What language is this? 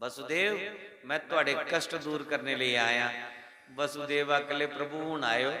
Dogri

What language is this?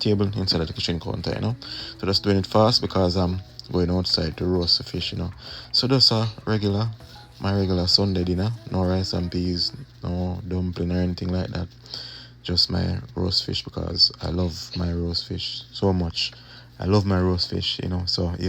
Jamaican Creole English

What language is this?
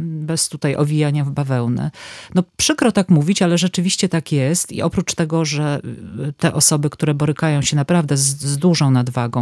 Polish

